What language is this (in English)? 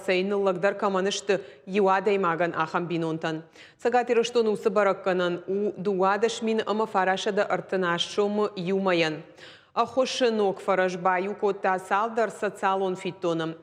Ossetic